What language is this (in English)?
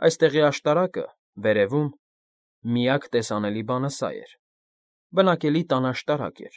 Armenian